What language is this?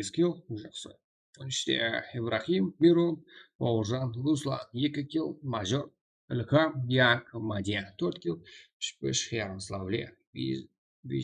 Kara-Kalpak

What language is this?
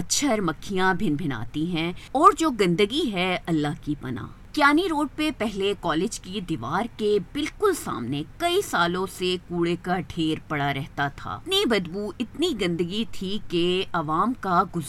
Urdu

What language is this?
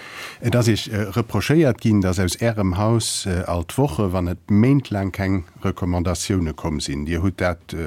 Luxembourgish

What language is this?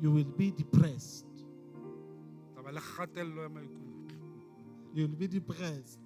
Southern Sotho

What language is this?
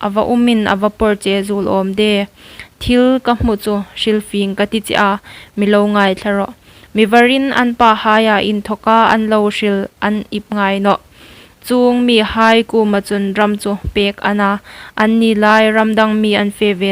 Hmar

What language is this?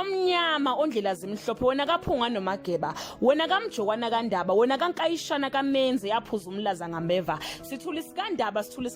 Zulu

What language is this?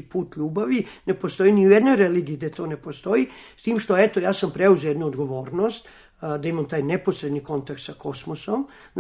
Serbian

